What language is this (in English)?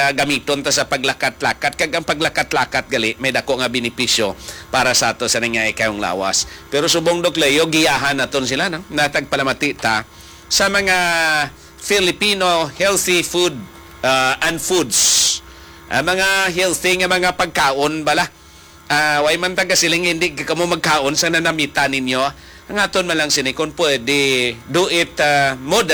Hiligaynon